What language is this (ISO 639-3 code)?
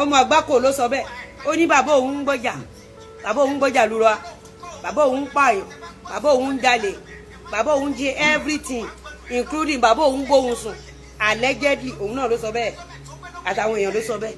yor